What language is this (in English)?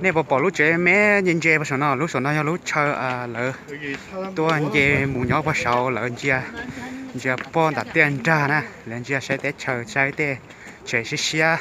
Hmong